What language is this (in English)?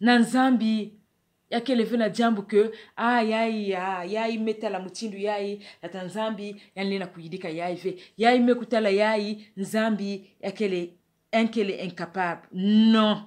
Kituba (Democratic Republic of Congo)